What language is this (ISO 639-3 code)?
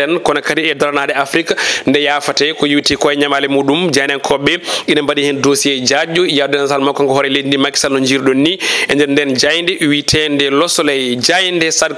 ful